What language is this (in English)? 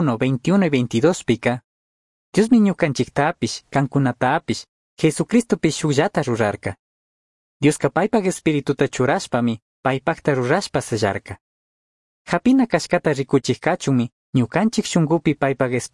Chimborazo Highland Quichua